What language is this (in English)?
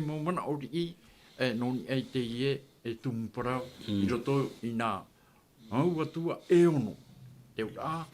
Tahitian